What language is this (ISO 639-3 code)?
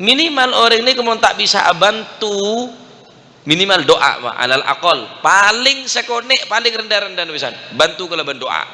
mad